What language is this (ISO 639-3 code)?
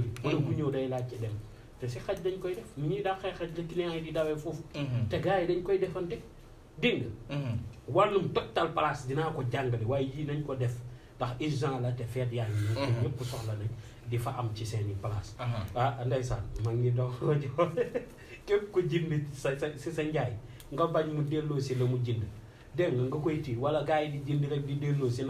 wol